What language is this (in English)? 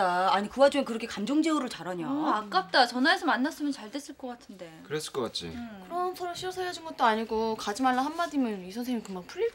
Korean